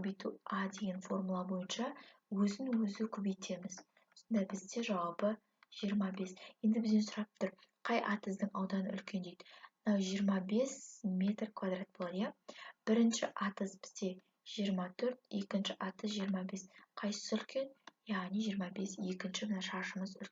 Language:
Kazakh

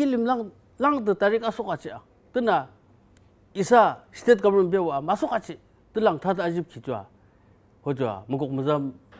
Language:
Yimchungru Naga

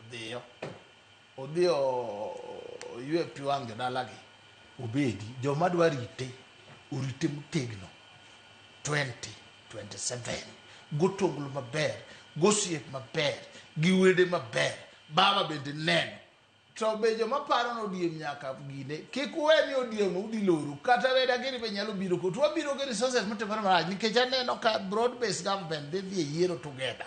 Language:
Luo (Kenya and Tanzania)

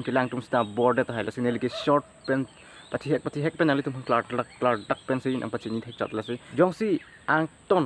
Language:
Karbi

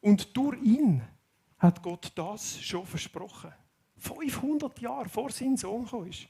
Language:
Swiss German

